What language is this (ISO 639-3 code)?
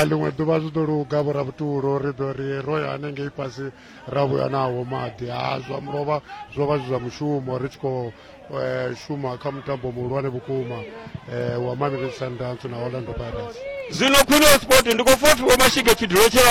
ven